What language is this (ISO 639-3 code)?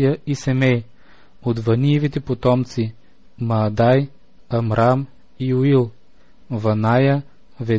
bul